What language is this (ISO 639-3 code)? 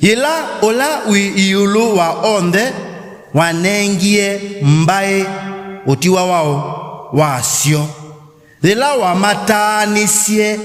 kam